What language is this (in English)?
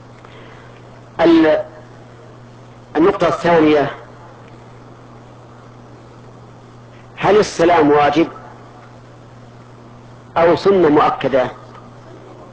Arabic